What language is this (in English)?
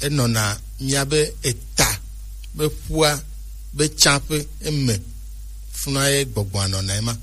Gen